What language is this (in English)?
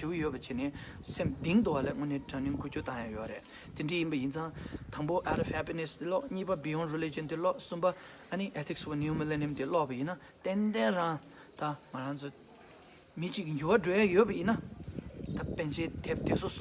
Tibetan